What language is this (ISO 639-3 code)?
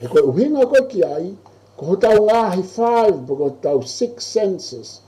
ton